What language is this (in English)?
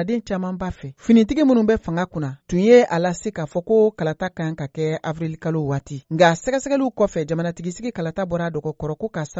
Bambara